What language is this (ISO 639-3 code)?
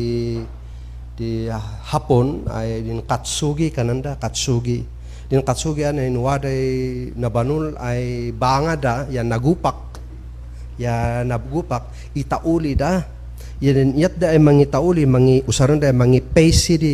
kne